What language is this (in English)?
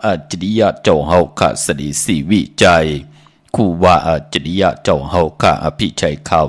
Shan